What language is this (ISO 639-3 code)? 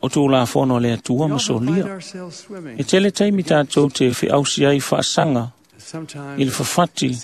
smo